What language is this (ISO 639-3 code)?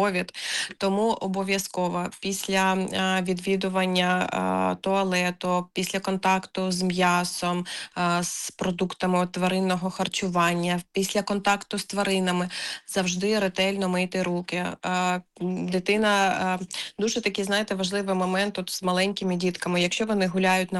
ukr